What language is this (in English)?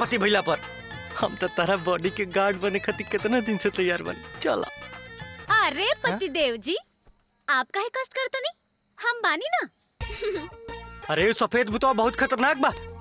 Bhojpuri